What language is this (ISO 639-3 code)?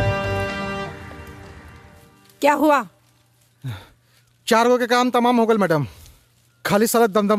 bho